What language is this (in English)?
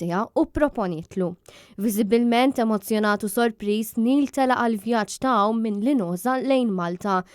Maltese